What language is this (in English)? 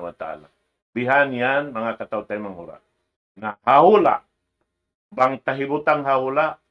Tausug